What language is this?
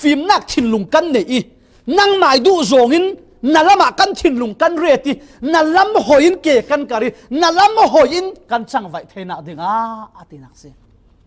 Falam Chin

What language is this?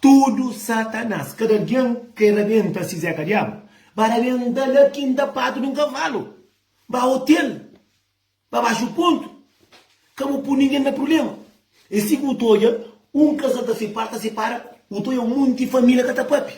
Kabuverdianu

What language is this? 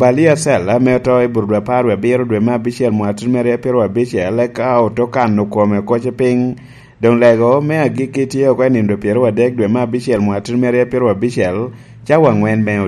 Lango (Uganda)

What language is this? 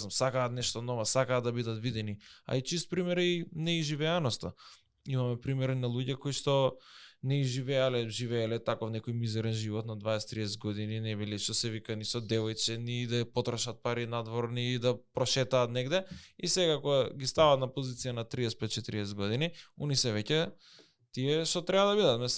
Macedonian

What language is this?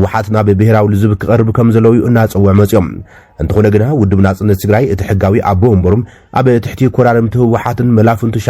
Tigrinya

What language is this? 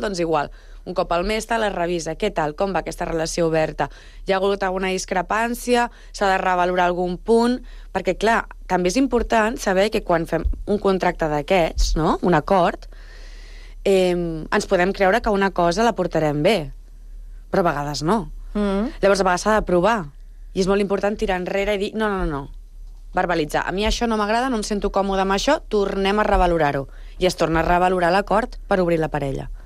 Catalan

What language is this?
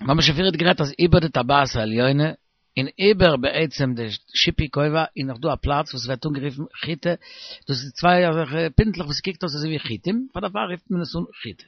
Yiddish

